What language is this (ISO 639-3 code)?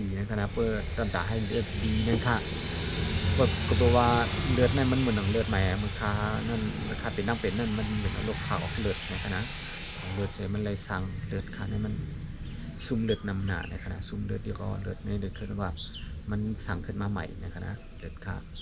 shn